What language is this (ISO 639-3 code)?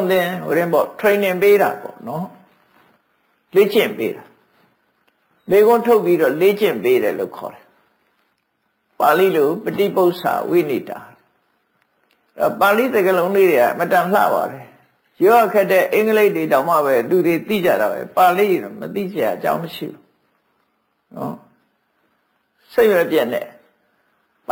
mya